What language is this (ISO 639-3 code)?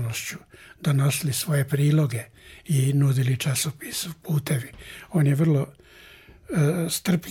srp